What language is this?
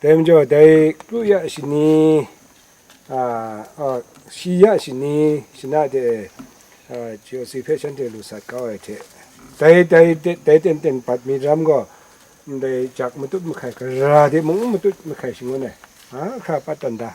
Kachin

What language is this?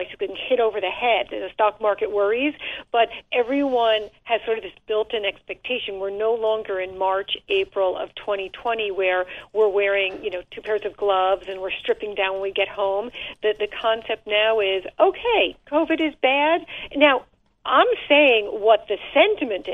English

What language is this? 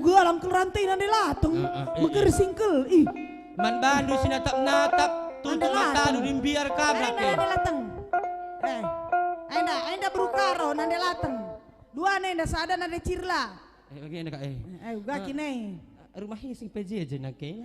Batak Karo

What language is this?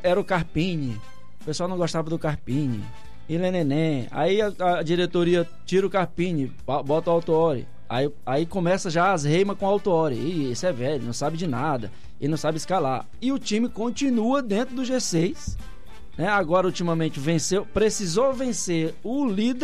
Portuguese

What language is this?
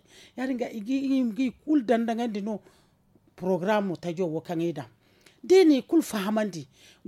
Zarma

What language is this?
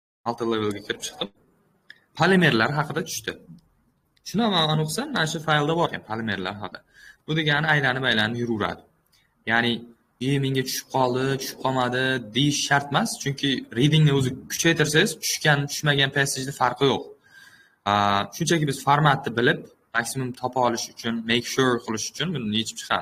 Uzbek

